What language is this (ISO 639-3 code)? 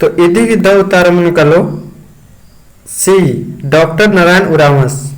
kru